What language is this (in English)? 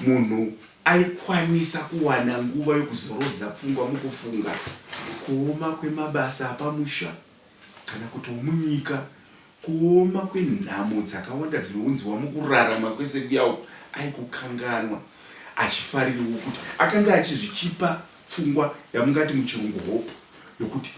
Shona